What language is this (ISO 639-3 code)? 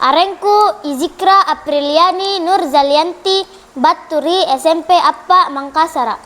mak